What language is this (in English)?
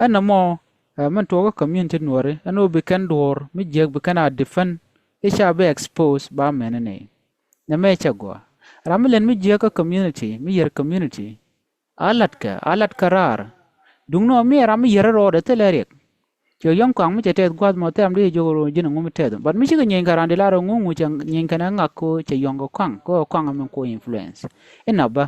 Nuer